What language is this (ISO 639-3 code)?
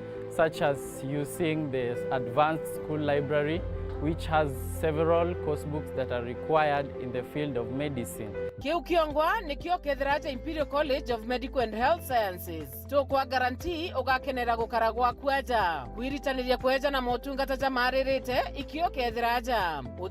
mer